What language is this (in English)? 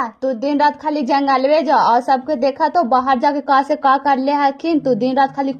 Magahi